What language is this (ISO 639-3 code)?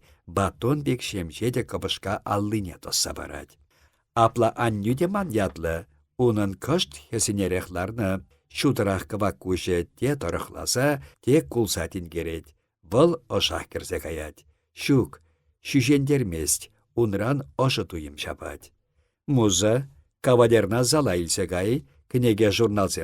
chv